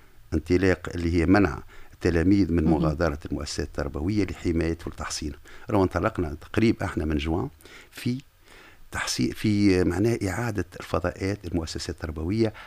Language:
Tunisian Arabic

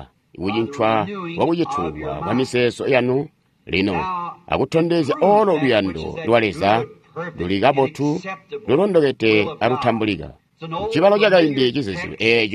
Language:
Tonga (Zambia)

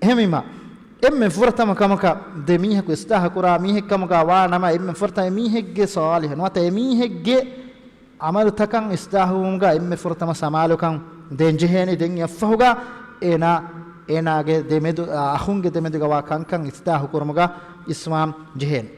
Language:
Divehi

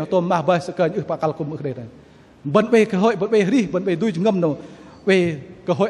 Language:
Bahnar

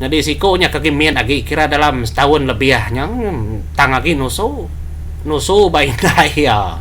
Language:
Iban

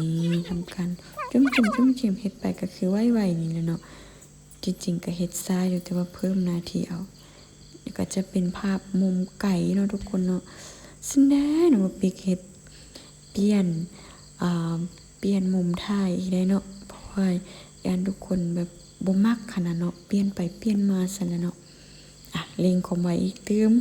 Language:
Lao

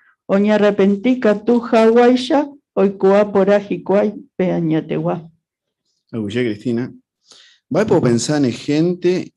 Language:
Guarani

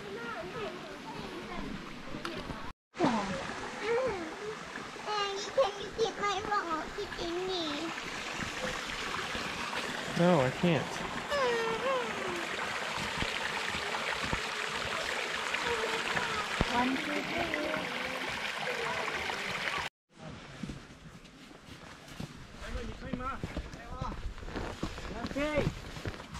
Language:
English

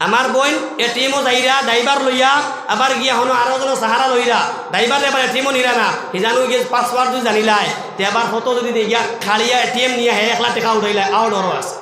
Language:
Sylheti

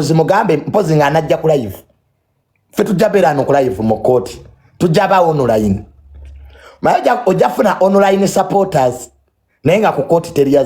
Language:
Ganda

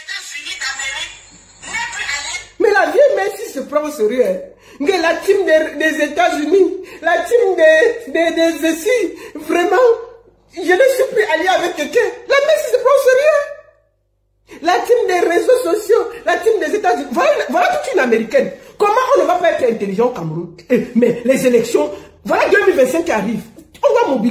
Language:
French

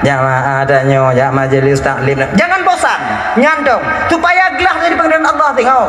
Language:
Achinese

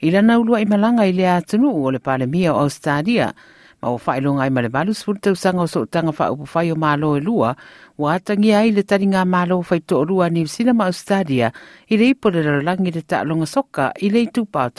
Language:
Samoan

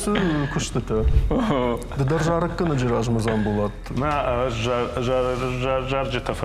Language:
Ossetic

